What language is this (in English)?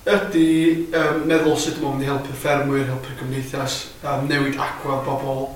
Welsh